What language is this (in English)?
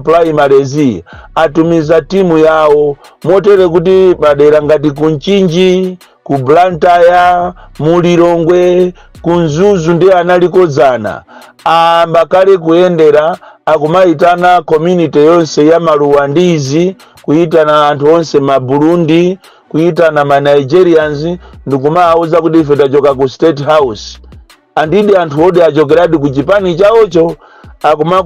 Nyanja